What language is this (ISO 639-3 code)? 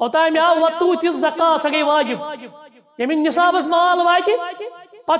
kas